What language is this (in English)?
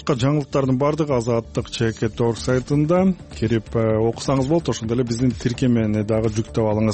Kyrgyz